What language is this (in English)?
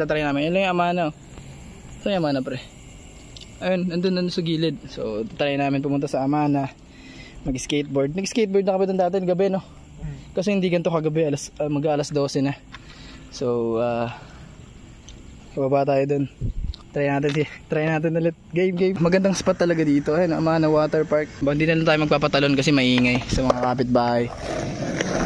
Filipino